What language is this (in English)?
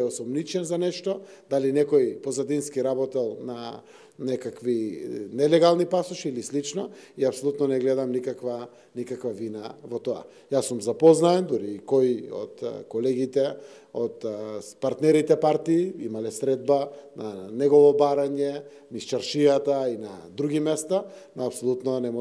Macedonian